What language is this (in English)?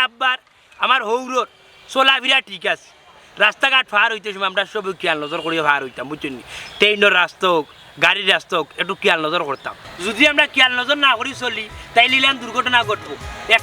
Sylheti